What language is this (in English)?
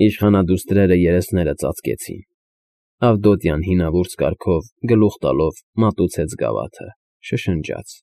Armenian